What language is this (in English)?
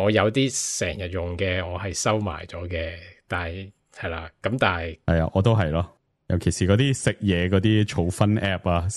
Cantonese